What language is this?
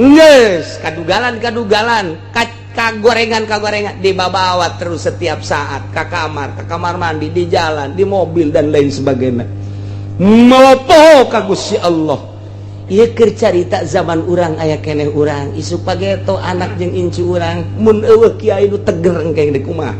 Sundanese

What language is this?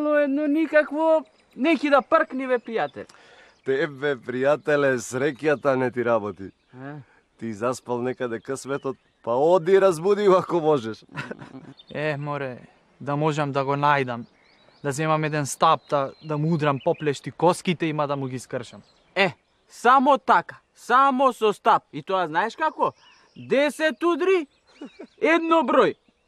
Macedonian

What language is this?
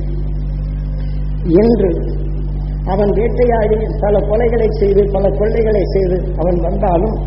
Tamil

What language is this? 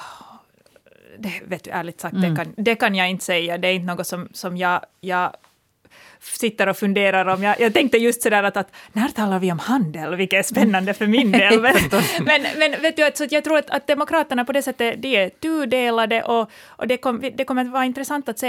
Swedish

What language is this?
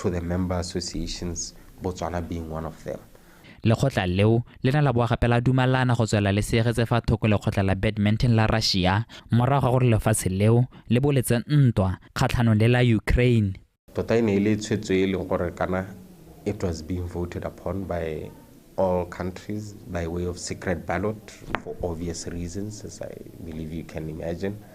Tswana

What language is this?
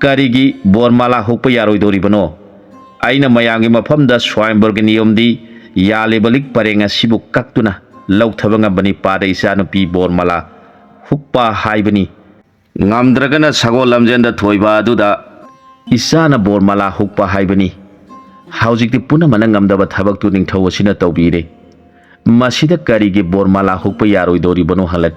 Manipuri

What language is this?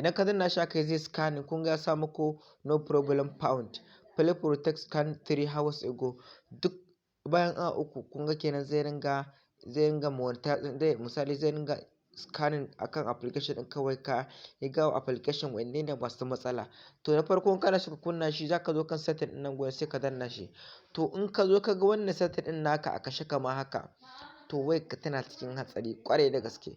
Hausa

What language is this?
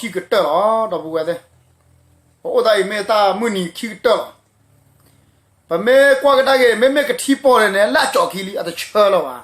S'gaw Karen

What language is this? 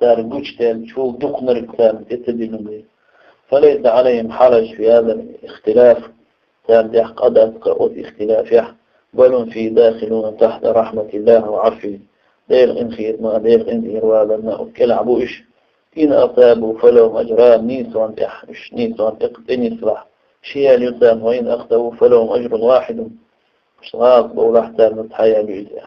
Chechen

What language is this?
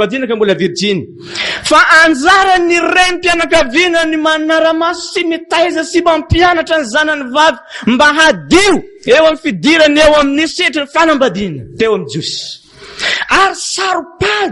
Malagasy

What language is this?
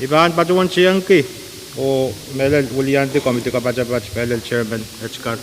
Pohnpeian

